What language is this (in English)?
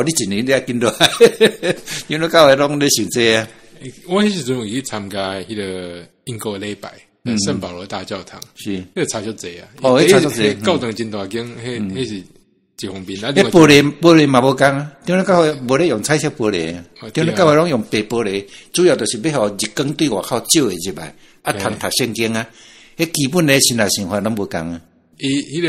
Min Nan Chinese